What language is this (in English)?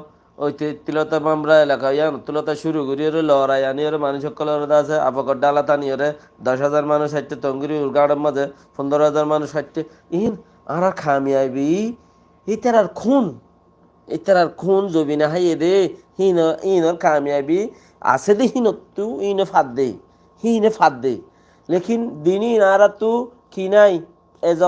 Rohingya